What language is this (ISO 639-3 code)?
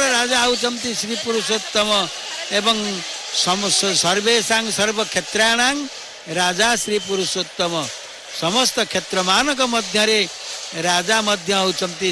ori